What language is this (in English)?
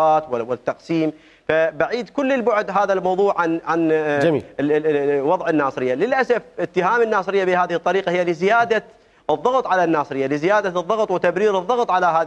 Mesopotamian Arabic